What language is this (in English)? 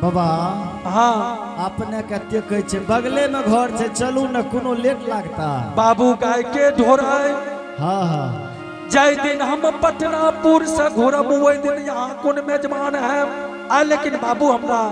Angika